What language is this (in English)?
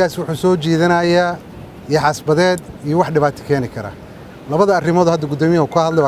Somali